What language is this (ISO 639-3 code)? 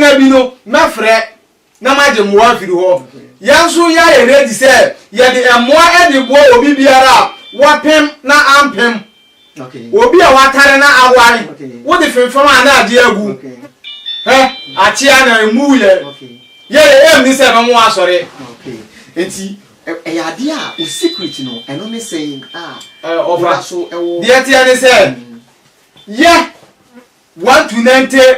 aka